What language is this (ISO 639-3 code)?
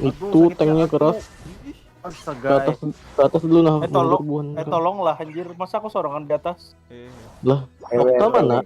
bjn